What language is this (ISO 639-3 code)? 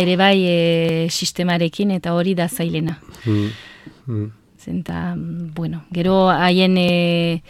eus